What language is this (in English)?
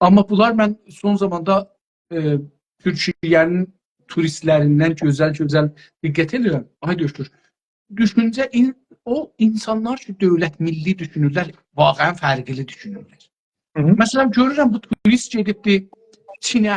South Azerbaijani